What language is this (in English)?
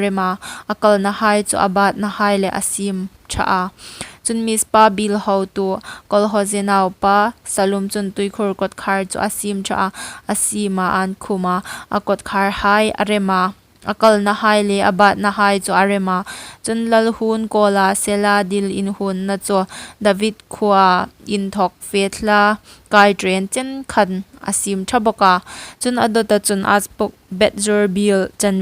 Hmar